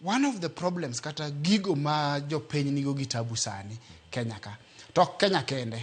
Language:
Luo (Kenya and Tanzania)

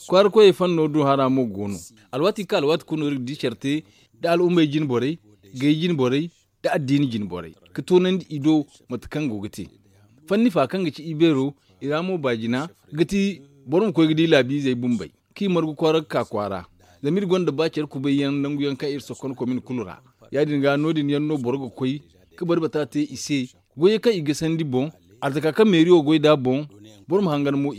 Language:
Zarma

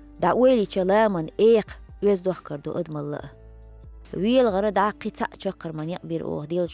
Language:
Chechen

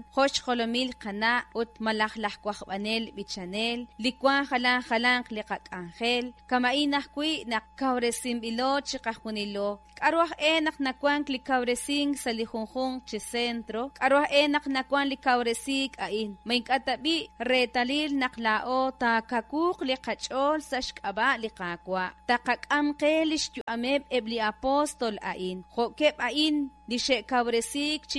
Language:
Kekchí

